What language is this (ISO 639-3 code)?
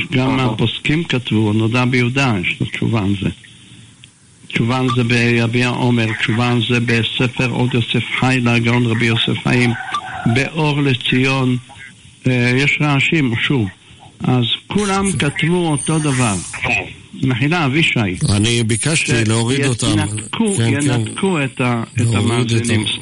heb